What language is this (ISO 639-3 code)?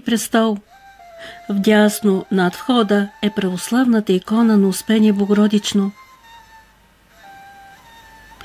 bul